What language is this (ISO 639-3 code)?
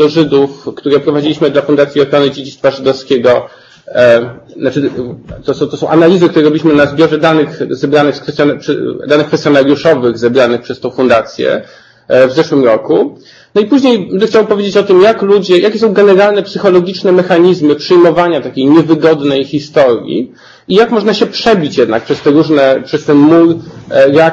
pol